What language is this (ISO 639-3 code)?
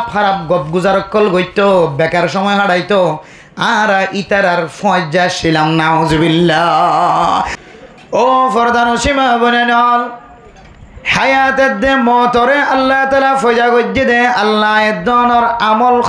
rhg